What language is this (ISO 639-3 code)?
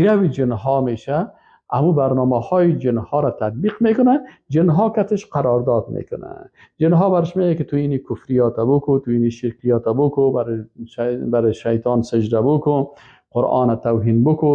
fas